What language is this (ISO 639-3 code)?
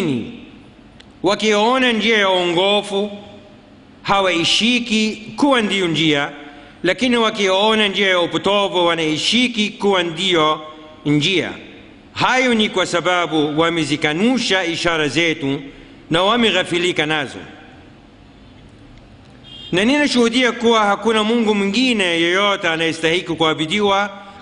swa